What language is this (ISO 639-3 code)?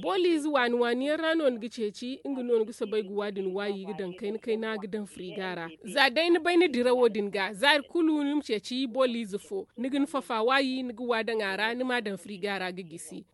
dje